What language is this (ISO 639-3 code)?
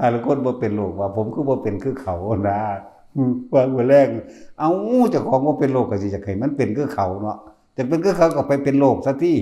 lao